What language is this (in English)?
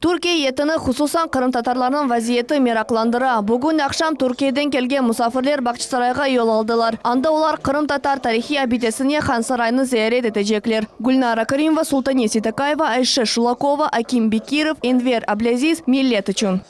Crimean Tatar